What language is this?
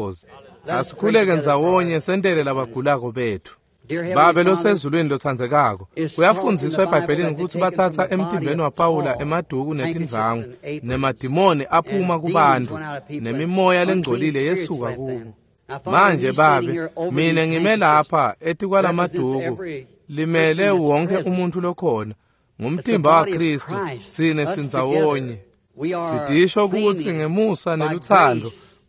Swati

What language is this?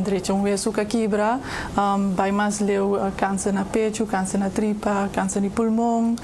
Papiamento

